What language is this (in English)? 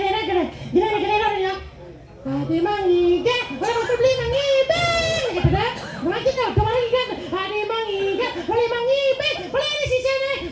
Balinese